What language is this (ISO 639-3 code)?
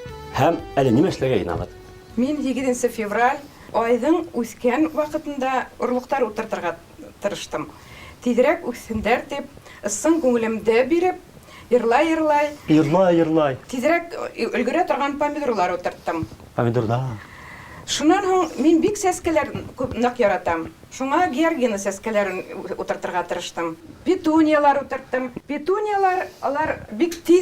bak